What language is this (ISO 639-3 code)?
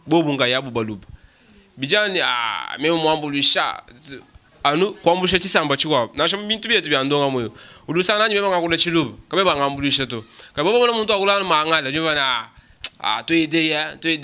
lua